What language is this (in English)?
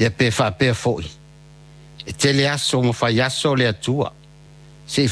Samoan